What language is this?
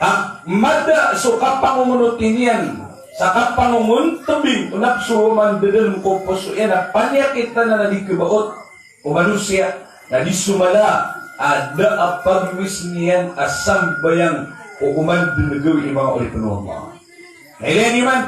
Maranao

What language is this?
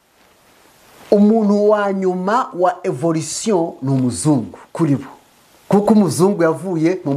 Kinyarwanda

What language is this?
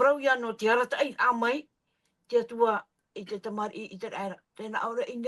Tahitian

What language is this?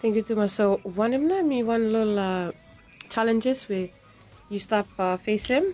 Bislama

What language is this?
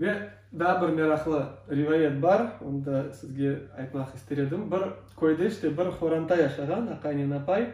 Crimean Tatar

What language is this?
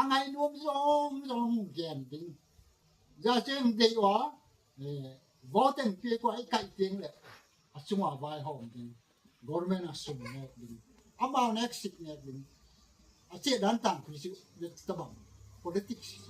Gangte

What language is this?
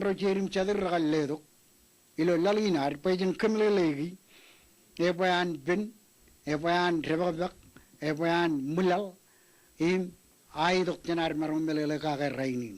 Marshallese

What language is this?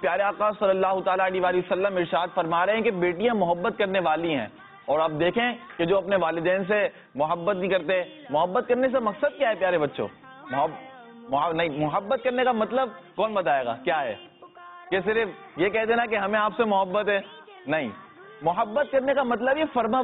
Urdu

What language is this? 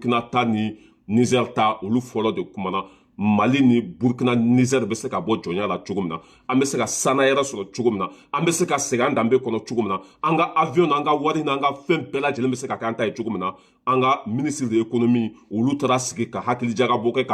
Bambara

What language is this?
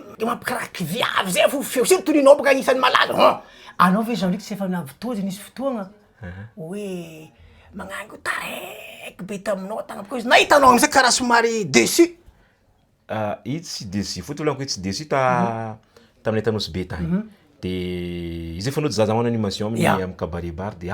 Malagasy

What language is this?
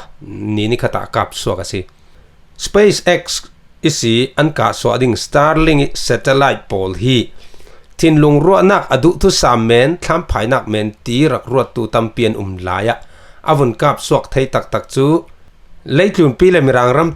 Falam Chin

